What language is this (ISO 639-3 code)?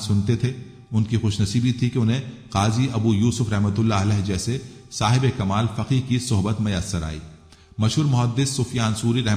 urd